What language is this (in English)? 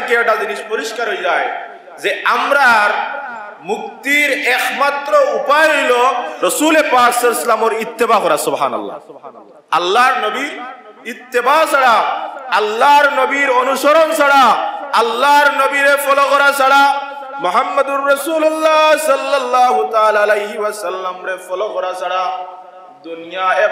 Sylheti